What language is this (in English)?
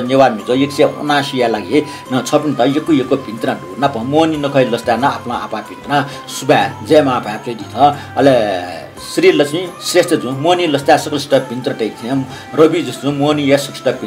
Newari